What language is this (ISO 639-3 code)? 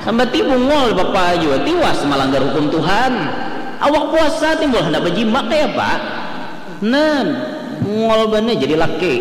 bjn